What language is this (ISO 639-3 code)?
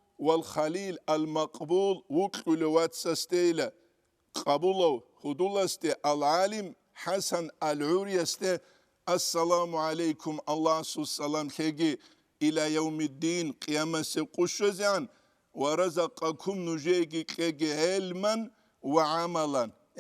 ava